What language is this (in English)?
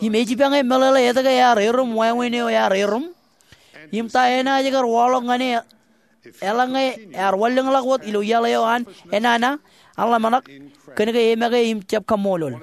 Marshallese